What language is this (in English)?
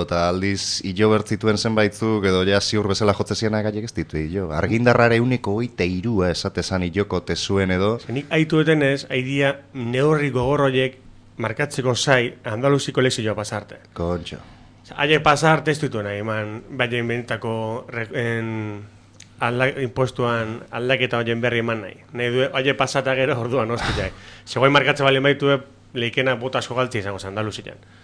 Basque